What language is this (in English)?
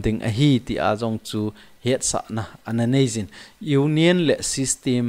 Thado Chin